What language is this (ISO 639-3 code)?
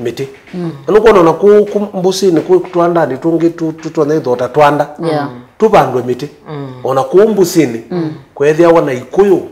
kam